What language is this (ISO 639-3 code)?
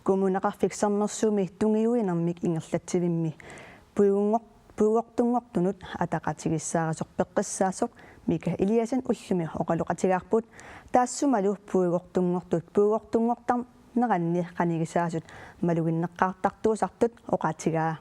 kal